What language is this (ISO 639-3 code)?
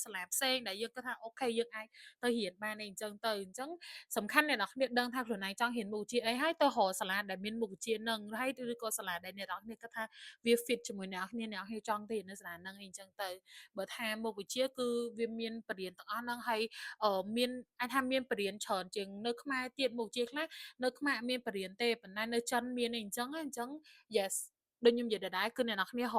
khm